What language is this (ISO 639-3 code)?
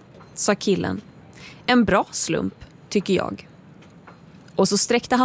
swe